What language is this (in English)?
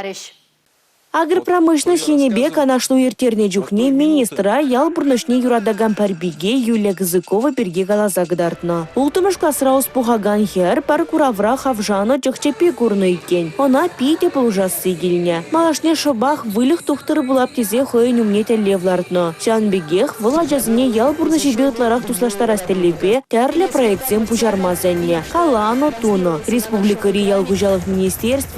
Chuvash